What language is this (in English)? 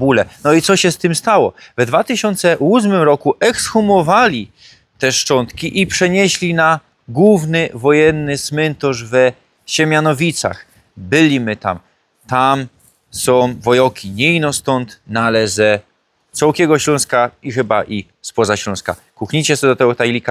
Silesian